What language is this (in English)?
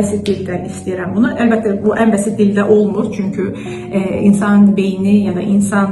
Azerbaijani